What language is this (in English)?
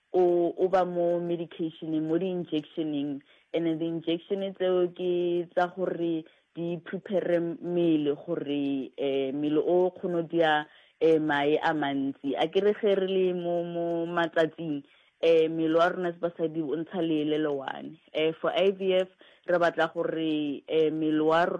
Northern Sotho